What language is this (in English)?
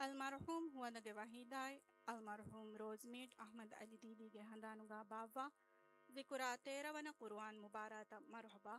Divehi